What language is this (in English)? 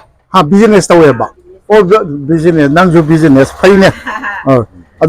Manipuri